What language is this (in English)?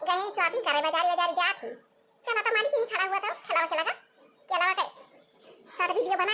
Awadhi